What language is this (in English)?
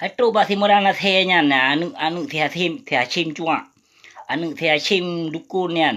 Achinese